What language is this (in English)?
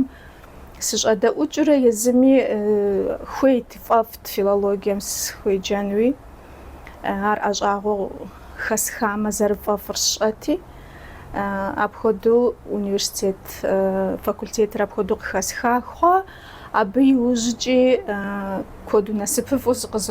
Kabardian